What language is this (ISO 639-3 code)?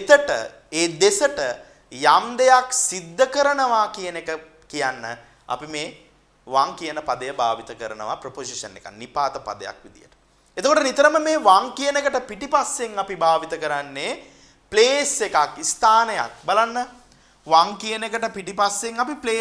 sin